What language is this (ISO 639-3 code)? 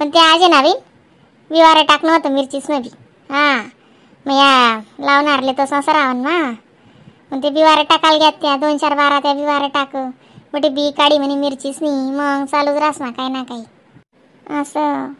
khn